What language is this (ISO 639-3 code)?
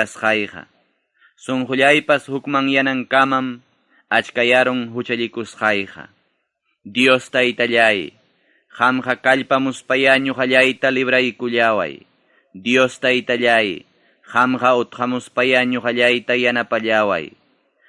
quy